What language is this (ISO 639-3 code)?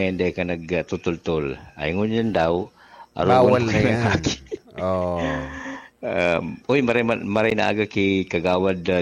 bik